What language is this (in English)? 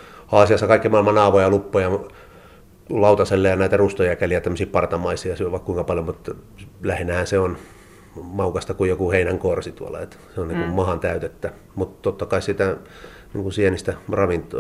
Finnish